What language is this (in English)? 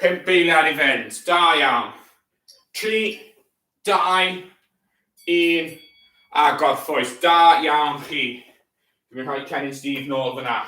Welsh